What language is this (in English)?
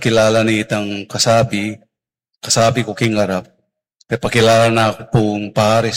Pampanga